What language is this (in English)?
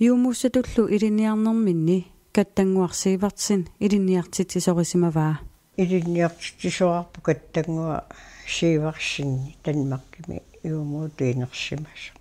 Kalaallisut